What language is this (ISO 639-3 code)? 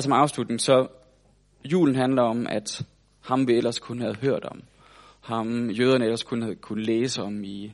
dan